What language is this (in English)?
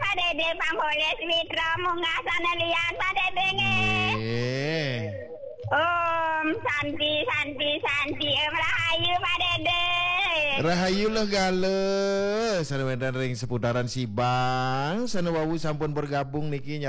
Balinese